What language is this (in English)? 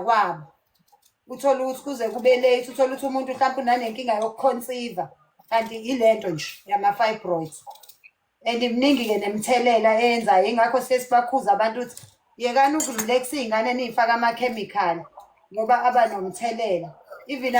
Zulu